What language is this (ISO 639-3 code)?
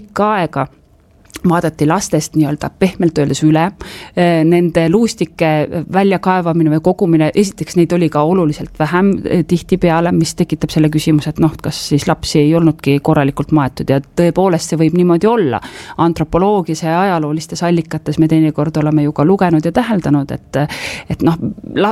est